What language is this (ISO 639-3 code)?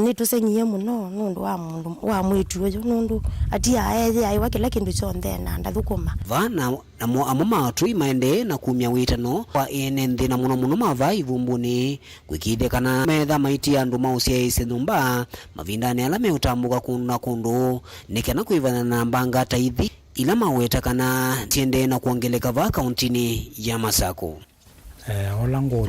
kam